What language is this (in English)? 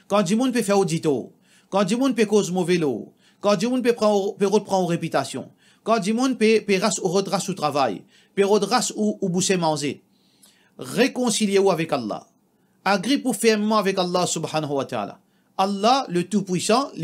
Morisyen